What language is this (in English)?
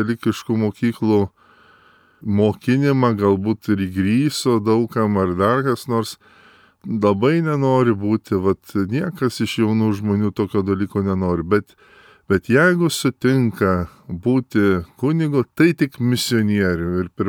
Lithuanian